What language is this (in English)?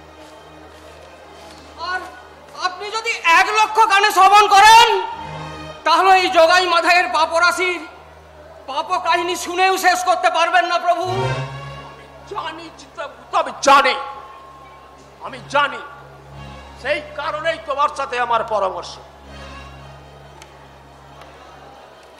Bangla